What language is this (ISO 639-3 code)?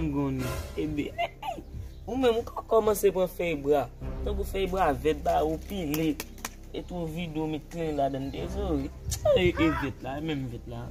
hat